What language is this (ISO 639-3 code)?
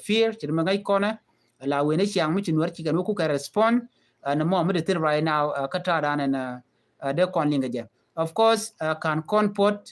nus